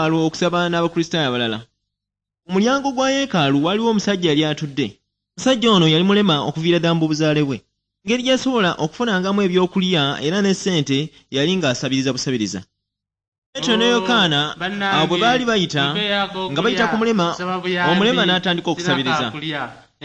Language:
Ganda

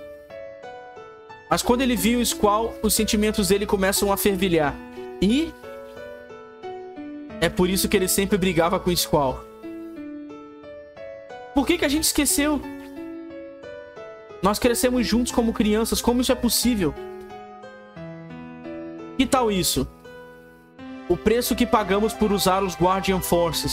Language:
Portuguese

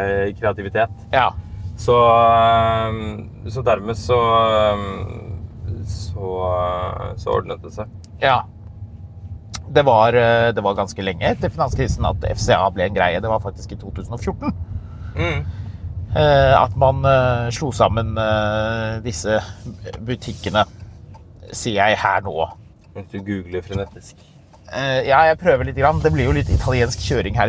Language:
Norwegian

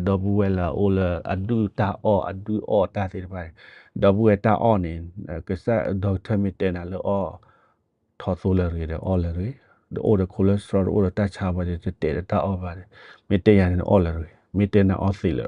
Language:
S'gaw Karen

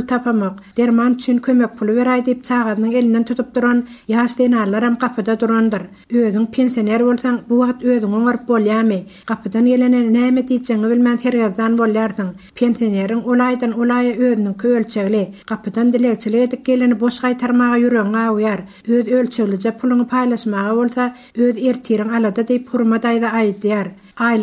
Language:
Turkmen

